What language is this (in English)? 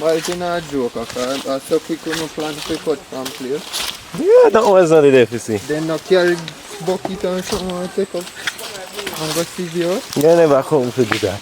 Jamaican Creole English